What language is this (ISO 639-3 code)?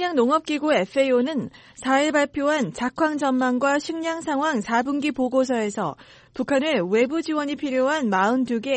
kor